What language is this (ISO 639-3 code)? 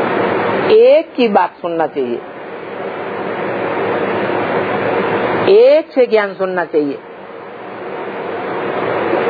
hin